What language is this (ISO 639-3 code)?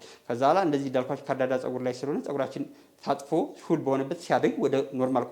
amh